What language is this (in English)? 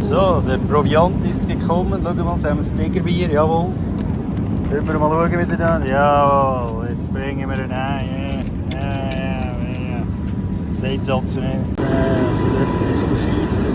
Swiss German